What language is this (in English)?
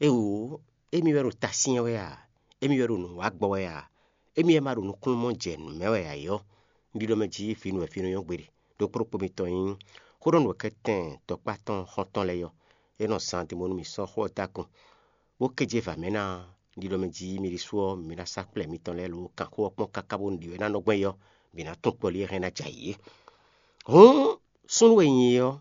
Fon